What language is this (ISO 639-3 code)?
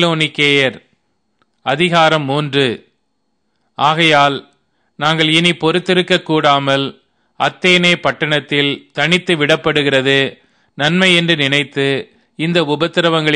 tam